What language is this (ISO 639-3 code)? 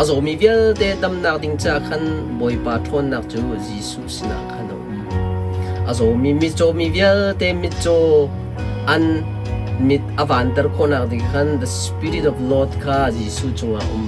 cnh